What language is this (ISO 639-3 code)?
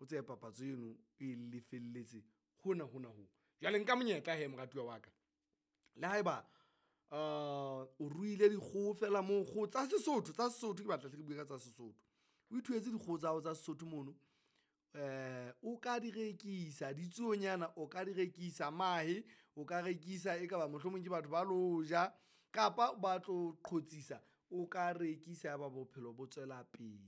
sot